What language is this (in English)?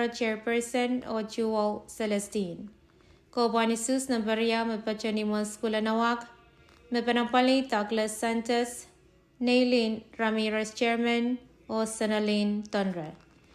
Pohnpeian